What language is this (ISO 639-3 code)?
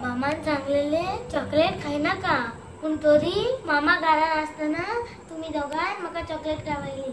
kok